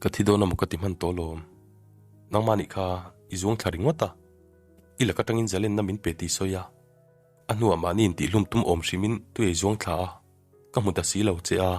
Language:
Mizo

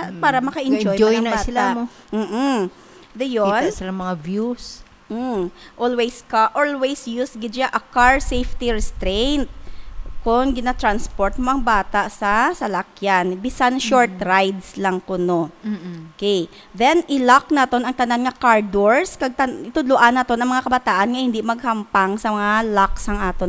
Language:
Hiligaynon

